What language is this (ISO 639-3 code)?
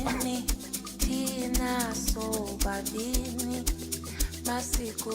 ven